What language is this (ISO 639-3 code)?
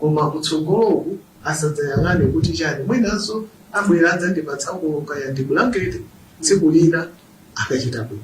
nya